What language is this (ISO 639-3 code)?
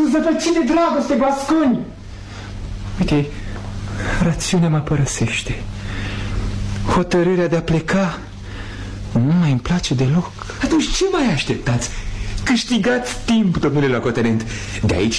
ron